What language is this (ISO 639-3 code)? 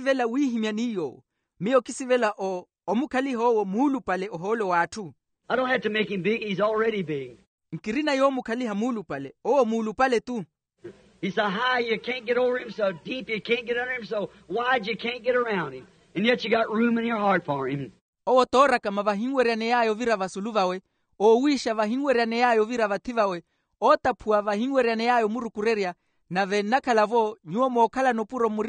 vmw